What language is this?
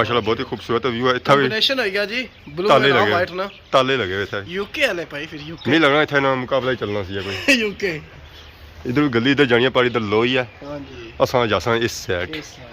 Pahari-Potwari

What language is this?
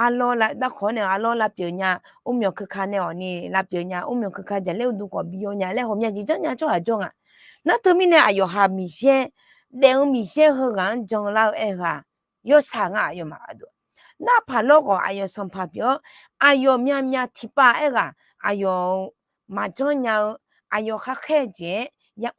Akha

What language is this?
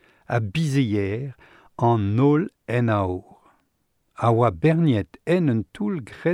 Breton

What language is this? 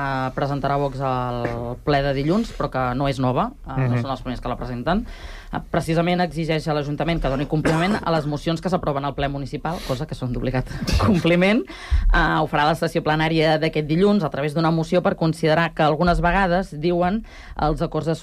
Catalan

